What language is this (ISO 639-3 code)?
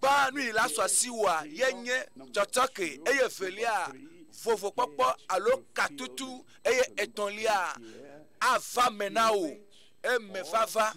ewe